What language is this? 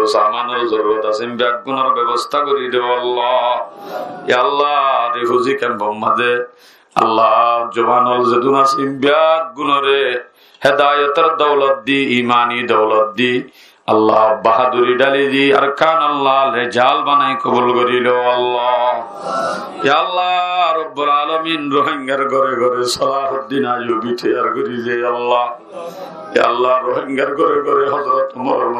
Rohingya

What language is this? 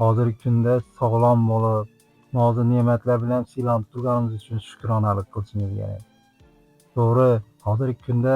Uzbek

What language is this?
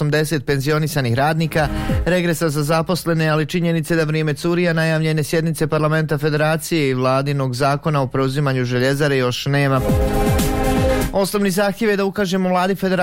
Bosnian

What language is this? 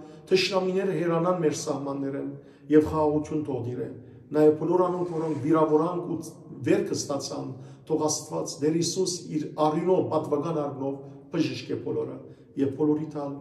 Western Armenian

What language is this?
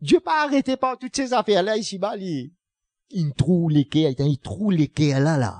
Morisyen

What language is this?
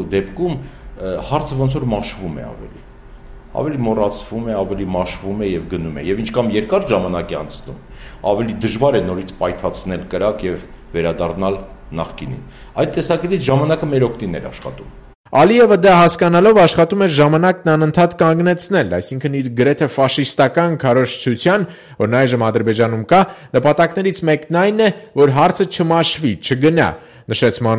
Armenian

